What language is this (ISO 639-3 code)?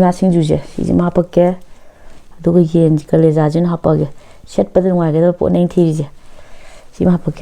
mni